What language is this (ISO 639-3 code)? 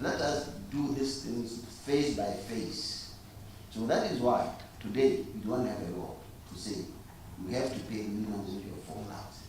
tsn